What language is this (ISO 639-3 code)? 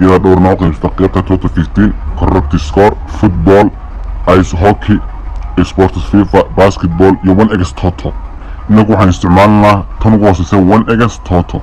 som